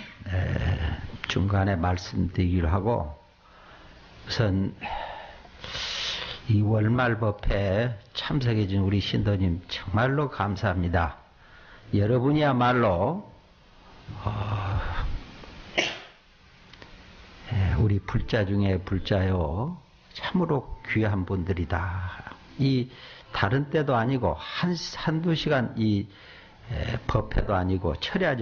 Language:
Korean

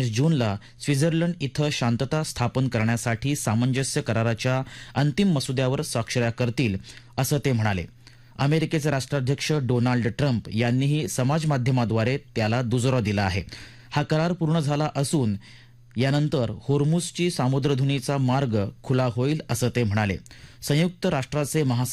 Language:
Marathi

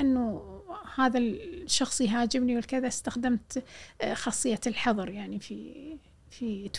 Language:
Gulf Arabic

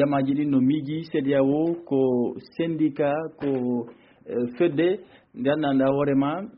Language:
Fula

